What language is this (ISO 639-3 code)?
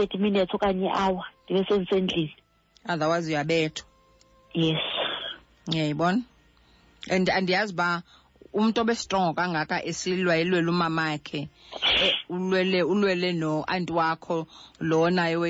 xho